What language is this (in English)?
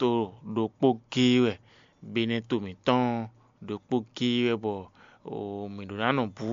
Fon